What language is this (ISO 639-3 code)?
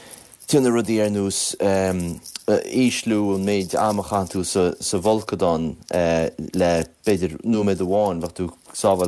gle